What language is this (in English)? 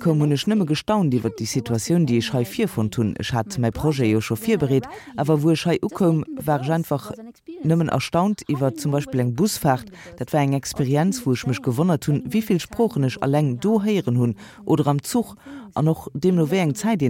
Luxembourgish